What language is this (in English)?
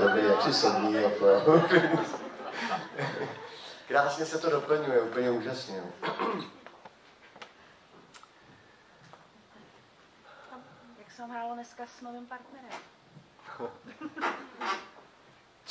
Czech